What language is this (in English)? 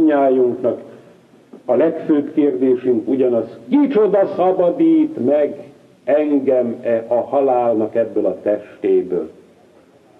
Hungarian